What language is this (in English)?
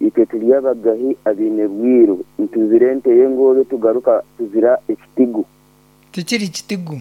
Nyankole